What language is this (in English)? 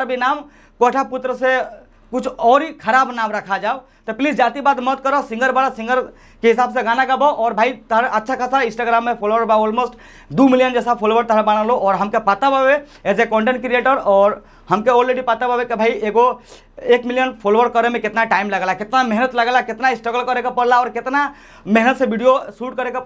Bhojpuri